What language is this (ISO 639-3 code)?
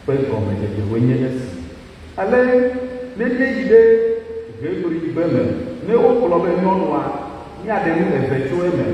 ewe